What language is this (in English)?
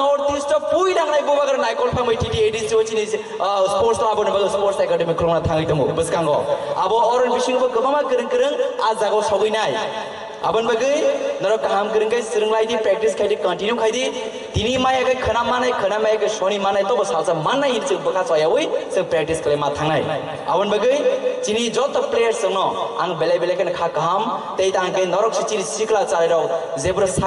Kok Borok